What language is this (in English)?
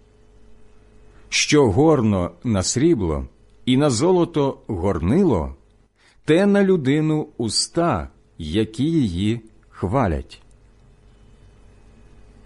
Ukrainian